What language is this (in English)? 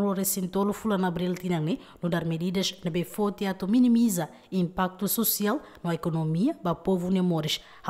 Tetum